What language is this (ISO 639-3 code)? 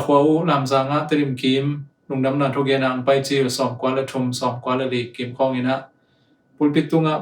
ctd